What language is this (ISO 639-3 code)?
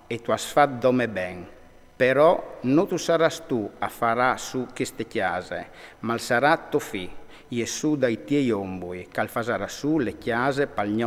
fur